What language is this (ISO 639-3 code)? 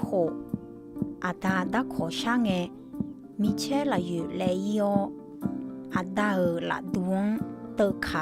ahk